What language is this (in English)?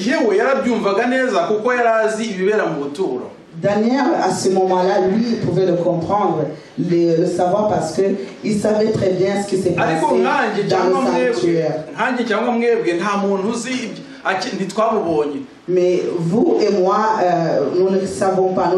Kinyarwanda